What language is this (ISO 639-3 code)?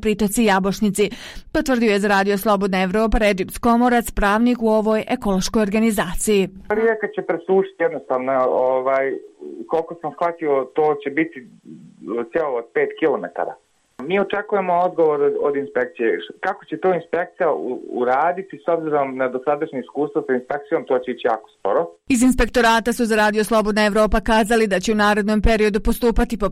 bos